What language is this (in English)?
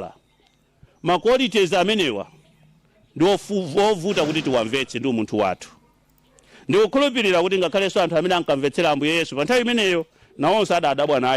Nyanja